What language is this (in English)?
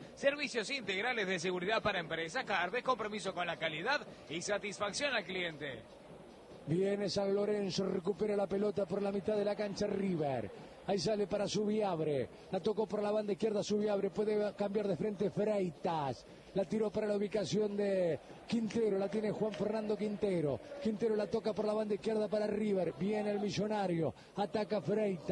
Spanish